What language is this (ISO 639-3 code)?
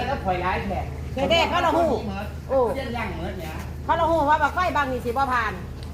tts